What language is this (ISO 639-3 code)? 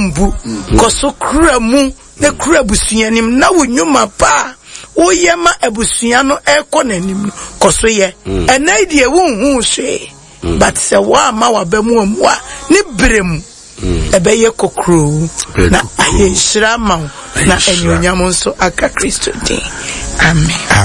aka